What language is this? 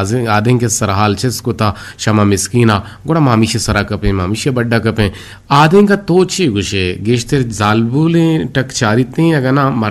Eastern Balochi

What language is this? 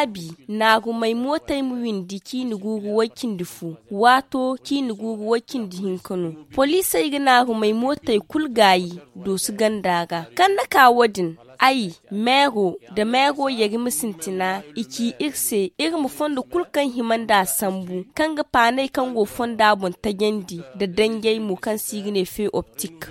Zarma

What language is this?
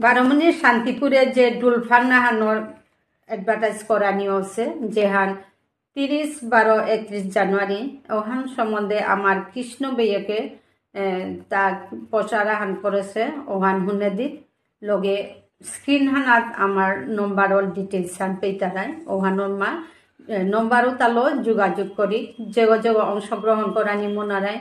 Bishnupriya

